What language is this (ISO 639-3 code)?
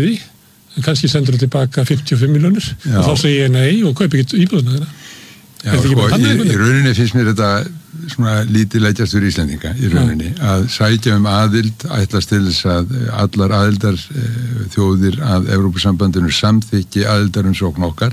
isl